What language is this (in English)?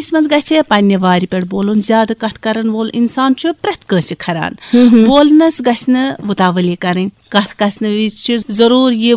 Kashmiri